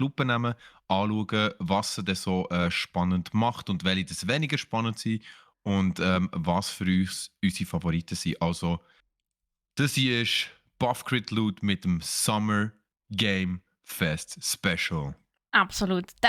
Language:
Swiss German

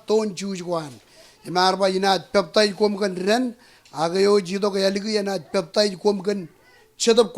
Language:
Marshallese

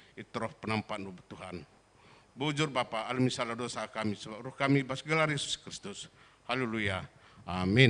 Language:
Batak Karo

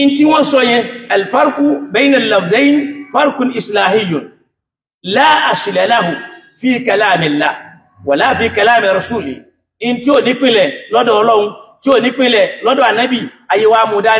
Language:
Yoruba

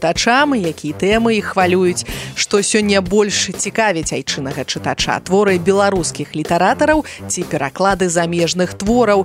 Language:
Belarusian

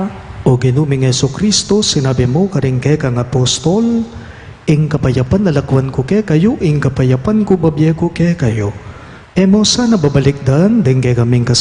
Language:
Pampanga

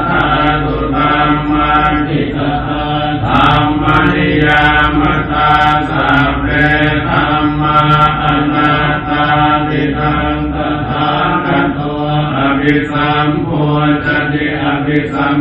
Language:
Pali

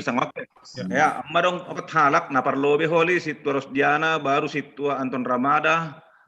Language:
Batak Simalungun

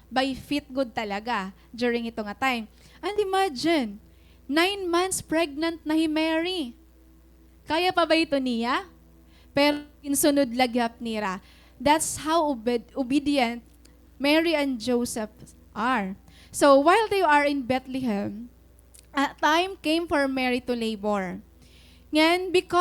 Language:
Waray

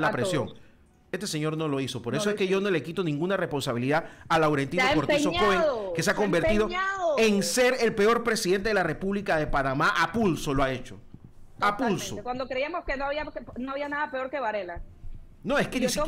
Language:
Spanish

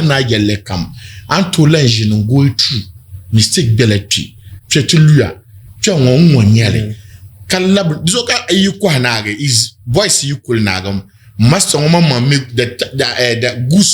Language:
Dagbani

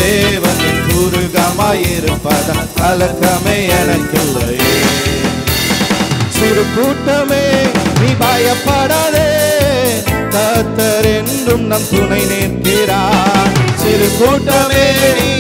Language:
Tamil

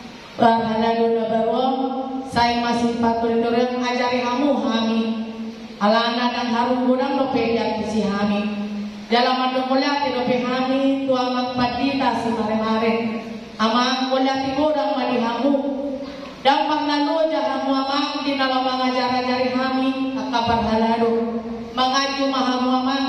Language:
Batak Toba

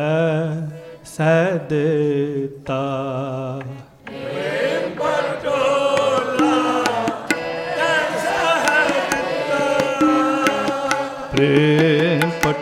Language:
Punjabi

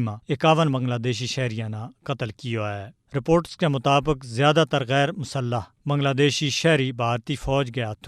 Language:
Gujari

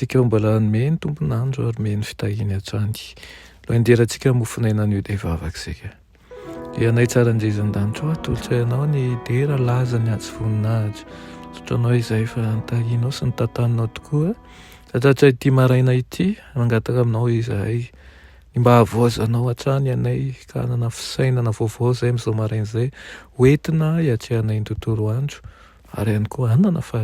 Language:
Malagasy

